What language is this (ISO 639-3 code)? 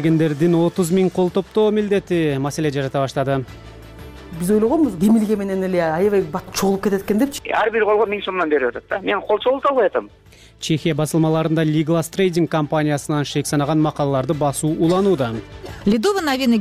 kir